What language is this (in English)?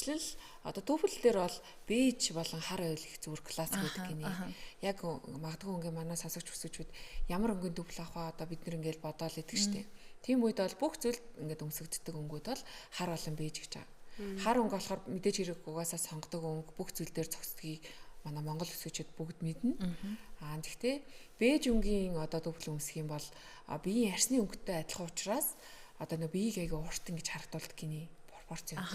Mongolian